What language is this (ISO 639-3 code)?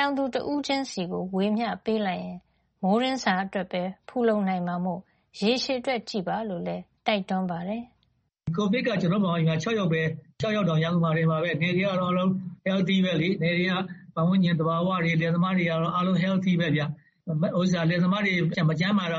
mya